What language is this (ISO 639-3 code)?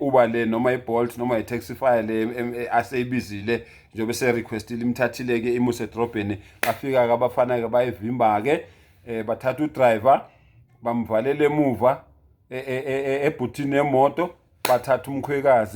zul